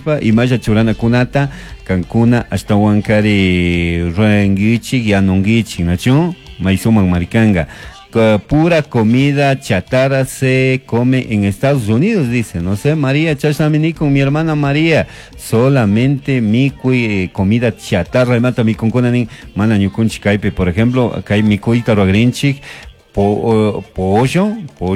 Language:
Chimborazo Highland Quichua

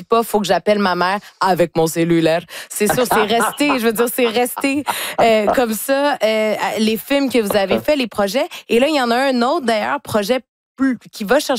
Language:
French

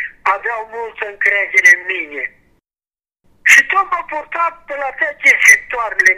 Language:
Romanian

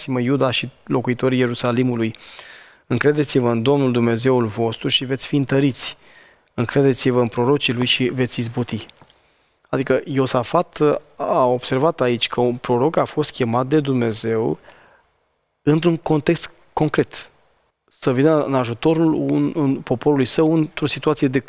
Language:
Romanian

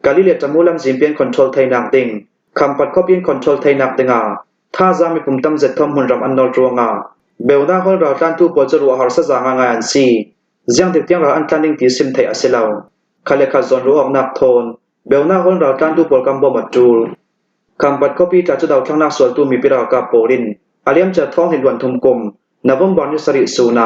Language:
Hakha Chin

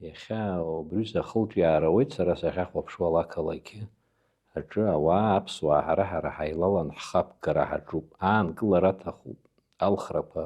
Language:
Abkhazian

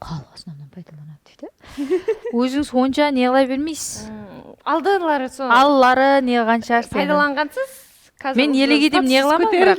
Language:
Kara-Kalpak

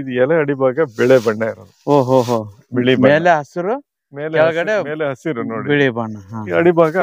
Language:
Kannada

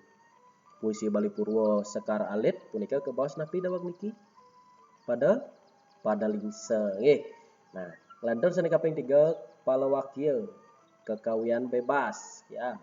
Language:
Balinese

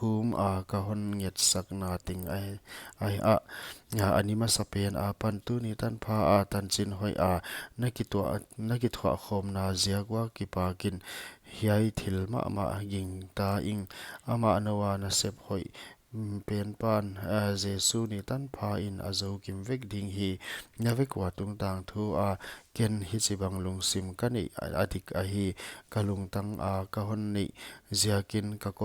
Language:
Paite Chin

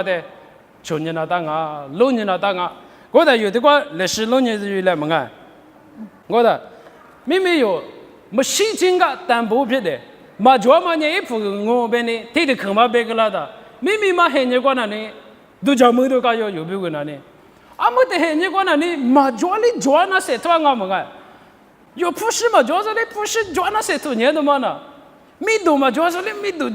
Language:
Lisu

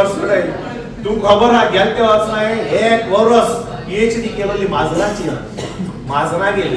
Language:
Konkani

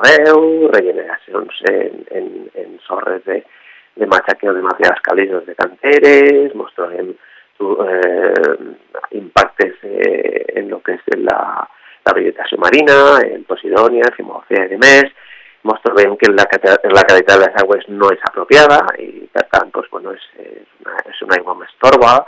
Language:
Catalan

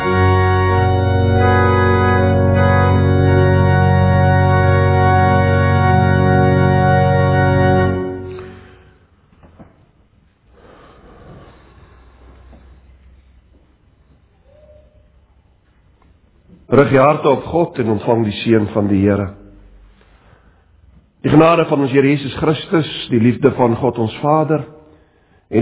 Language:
Afrikaans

